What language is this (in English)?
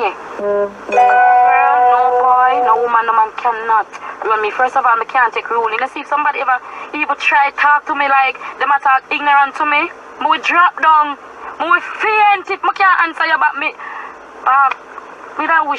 Jamaican Creole English